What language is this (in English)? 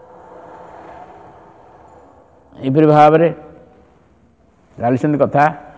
Odia